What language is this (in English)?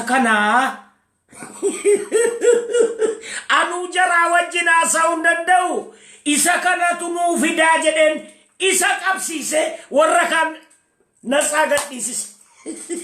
Oromo